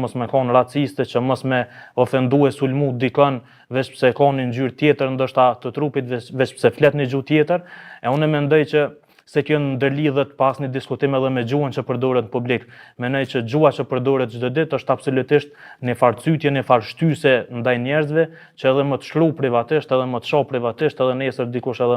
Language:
Albanian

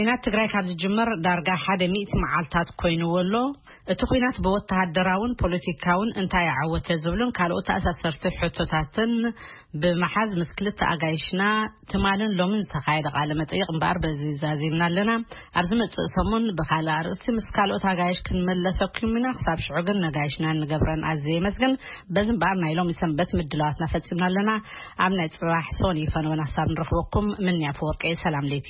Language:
Tigrinya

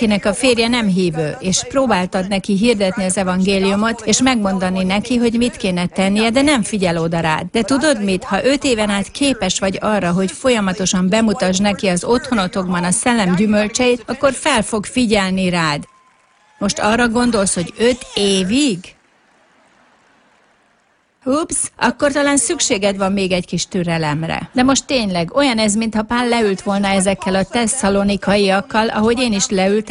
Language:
Hungarian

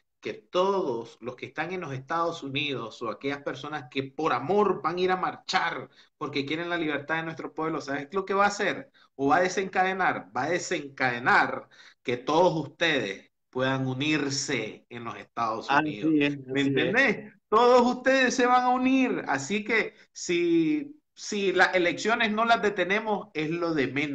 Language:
Spanish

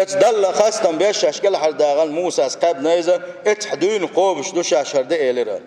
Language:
Chechen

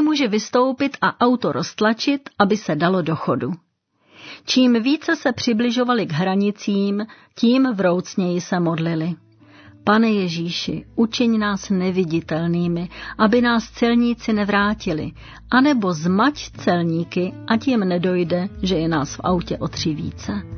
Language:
Czech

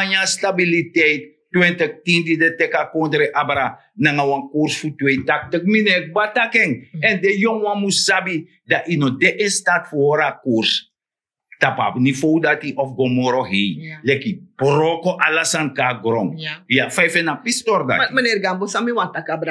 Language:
Sranan Tongo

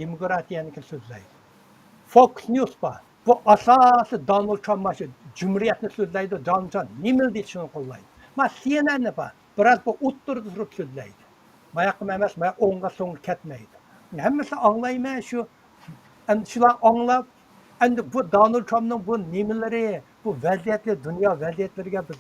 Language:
Uyghur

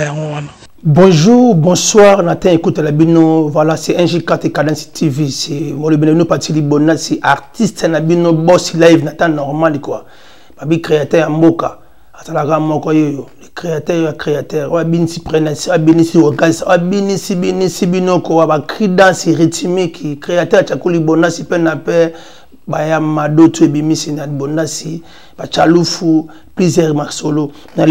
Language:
Lingala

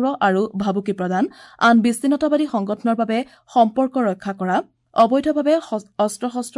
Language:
Assamese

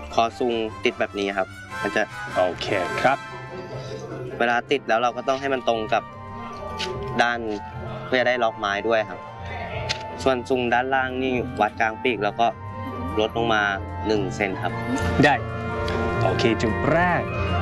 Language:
Thai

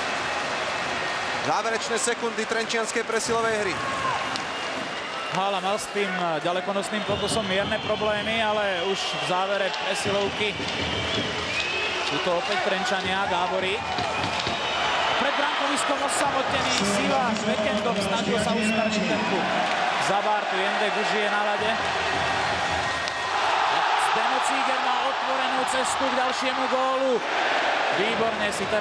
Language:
Slovak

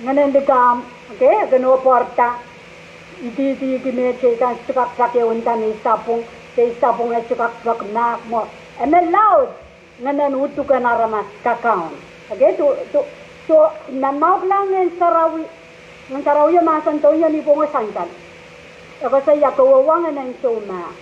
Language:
Pohnpeian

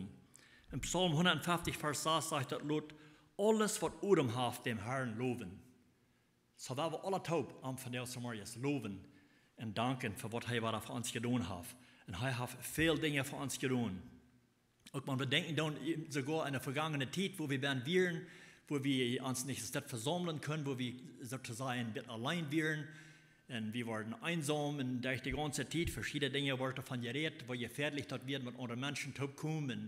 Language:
Plautdietsch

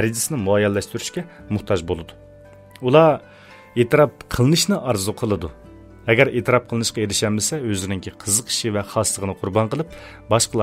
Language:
Uyghur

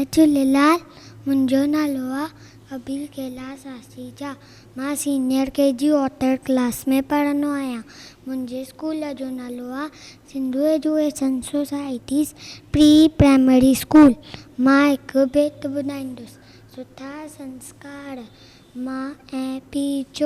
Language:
Sindhi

